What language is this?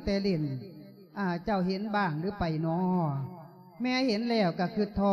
Lao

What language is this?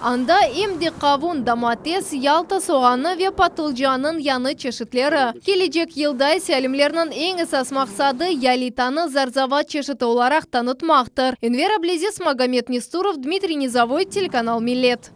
Crimean Tatar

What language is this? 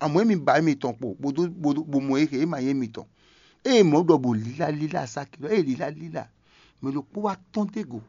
Fon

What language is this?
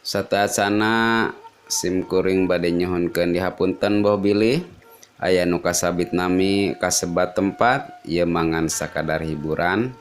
Sundanese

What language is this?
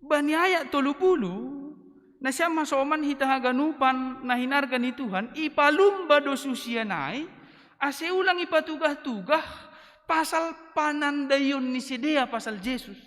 Batak Simalungun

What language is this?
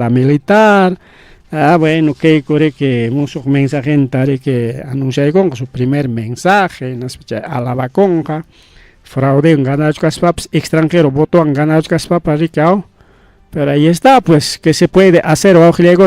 Ayacucho Quechua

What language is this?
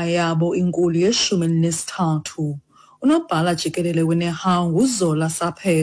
Xhosa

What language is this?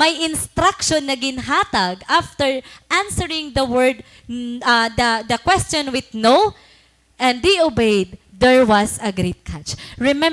Waray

